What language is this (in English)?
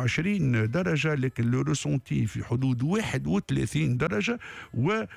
Tunisian Arabic